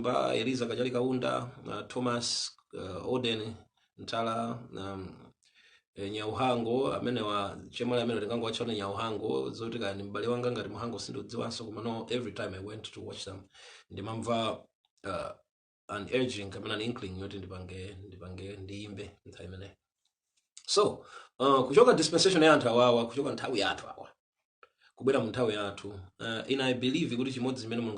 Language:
Nyanja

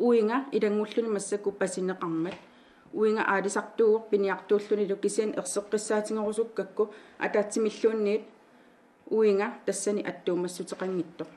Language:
Kalaallisut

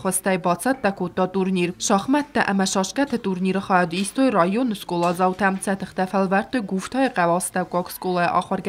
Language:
Ossetic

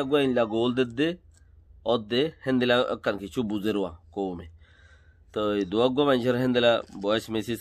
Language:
Rohingya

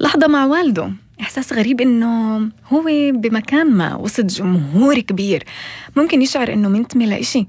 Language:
North Levantine Arabic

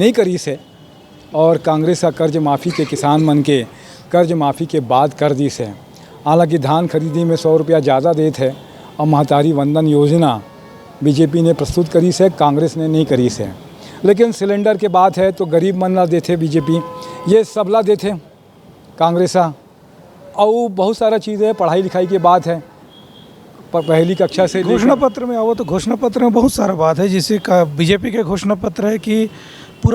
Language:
Chhattisgarhi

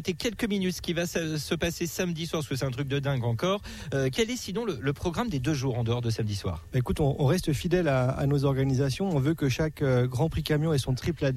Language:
French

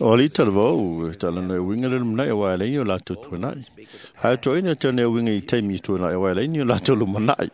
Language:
Samoan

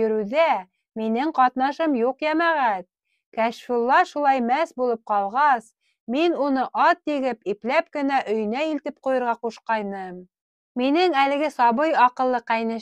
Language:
Bashkir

